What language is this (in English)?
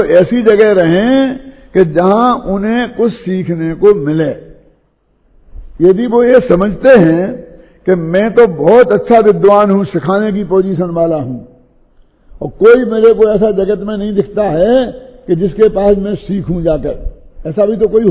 Hindi